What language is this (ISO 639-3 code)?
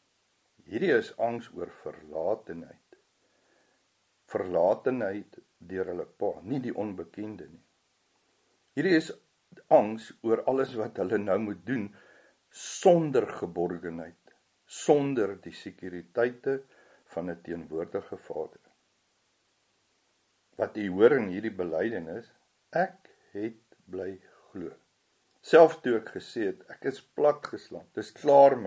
afr